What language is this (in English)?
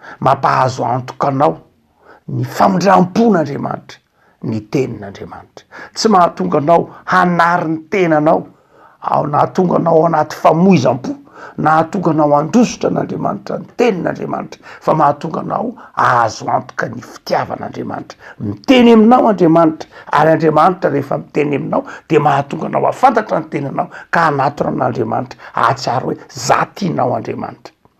Malagasy